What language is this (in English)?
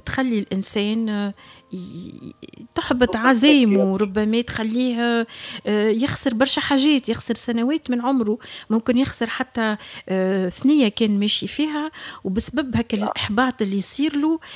Tunisian Arabic